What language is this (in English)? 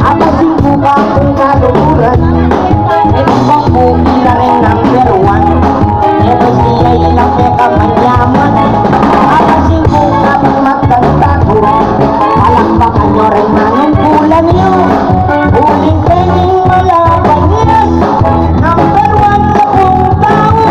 Pampanga